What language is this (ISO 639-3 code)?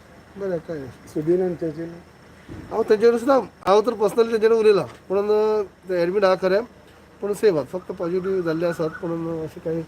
kok